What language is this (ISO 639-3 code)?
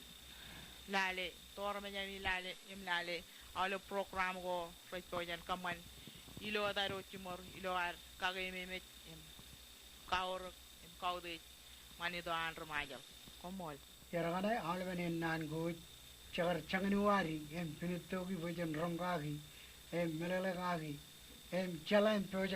mah